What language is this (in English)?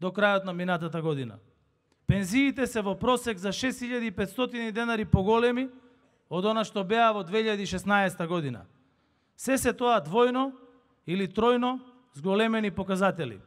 Macedonian